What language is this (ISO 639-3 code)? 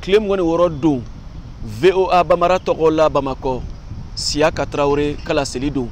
bam